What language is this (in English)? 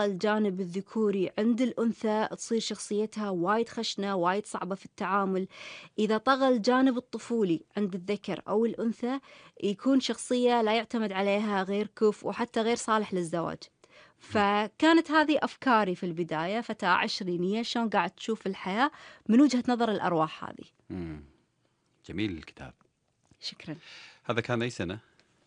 Gulf Arabic